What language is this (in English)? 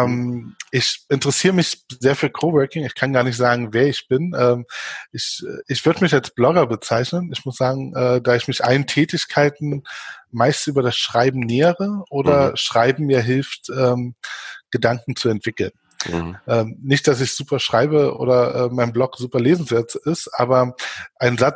German